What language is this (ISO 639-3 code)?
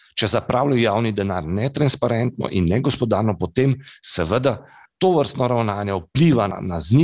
slv